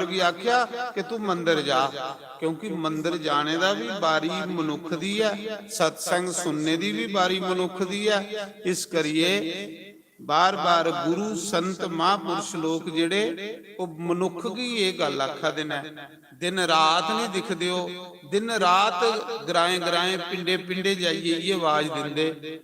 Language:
Dogri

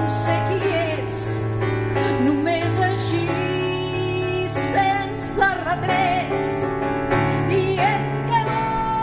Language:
Catalan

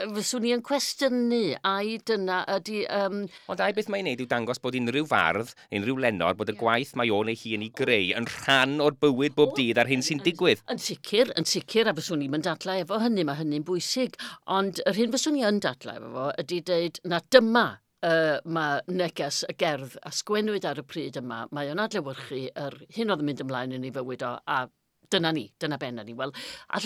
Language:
Welsh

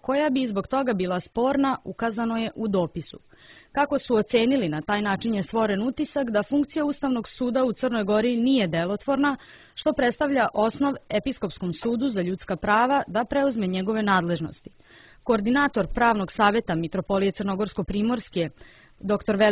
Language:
Serbian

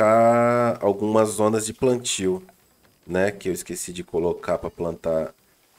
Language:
Portuguese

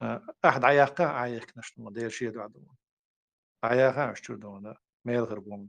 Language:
Chechen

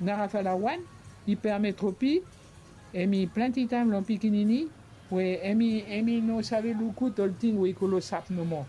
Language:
Bislama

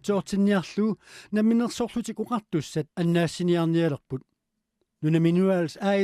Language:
Kalaallisut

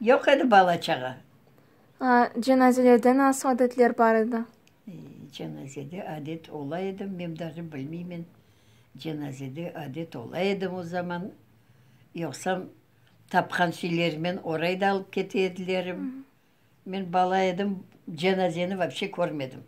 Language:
Crimean Tatar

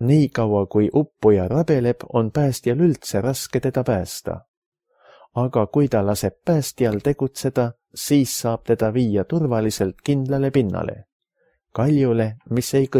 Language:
Estonian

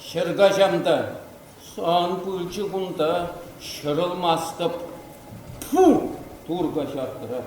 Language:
Chuvash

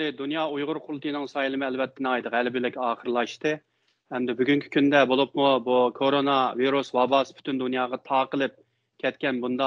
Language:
Uyghur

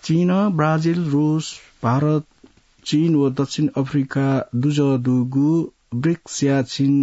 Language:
Newari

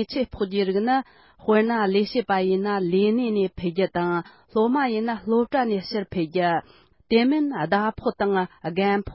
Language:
Tibetan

